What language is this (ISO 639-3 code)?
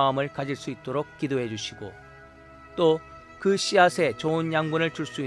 kor